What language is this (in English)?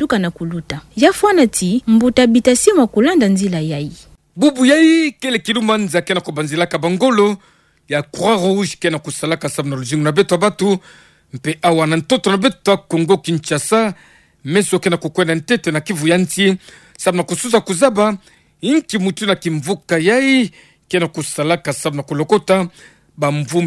Kituba (Democratic Republic of Congo)